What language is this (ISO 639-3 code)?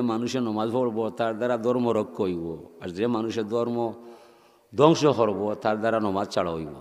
syl